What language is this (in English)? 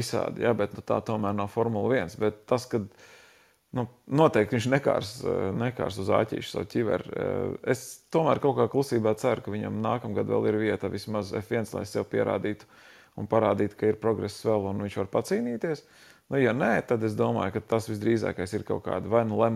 Latvian